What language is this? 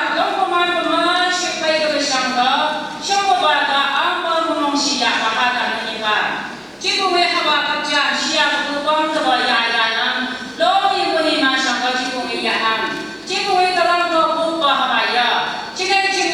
Phom Naga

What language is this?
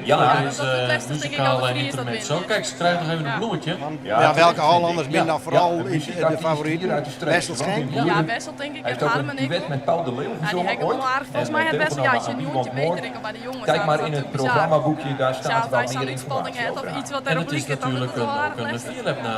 Western Frisian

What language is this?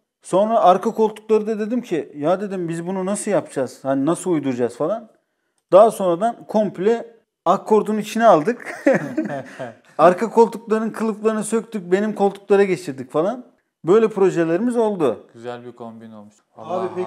Turkish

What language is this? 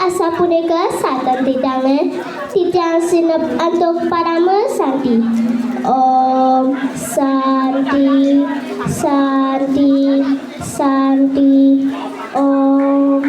Balinese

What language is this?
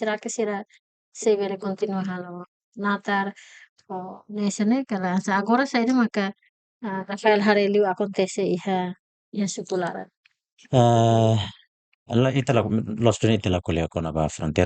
Tetum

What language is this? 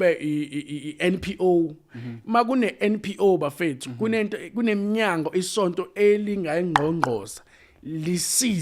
Zulu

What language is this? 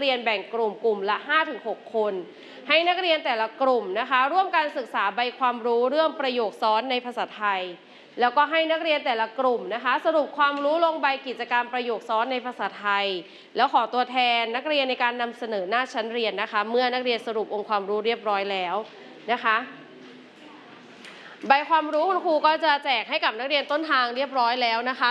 Thai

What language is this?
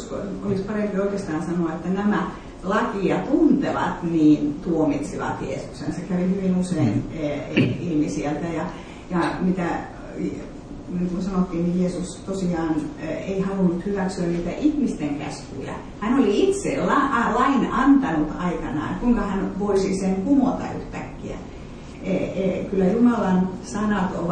Finnish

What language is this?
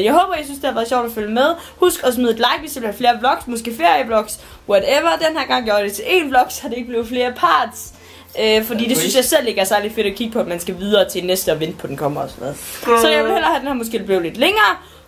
Danish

